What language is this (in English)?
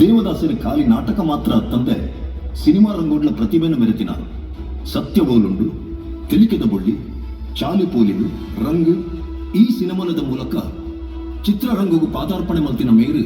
Tulu